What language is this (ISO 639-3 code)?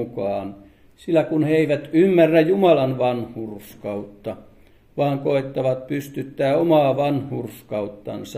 fin